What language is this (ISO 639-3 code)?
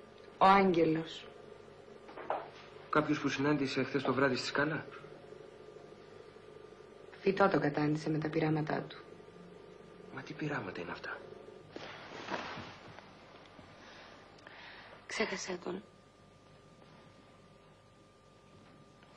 ell